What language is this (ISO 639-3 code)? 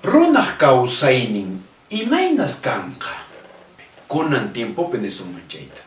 que